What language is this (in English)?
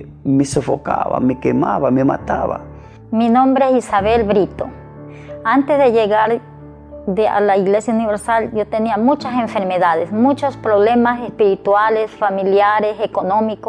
Spanish